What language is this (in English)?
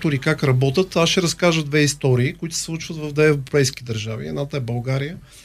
Bulgarian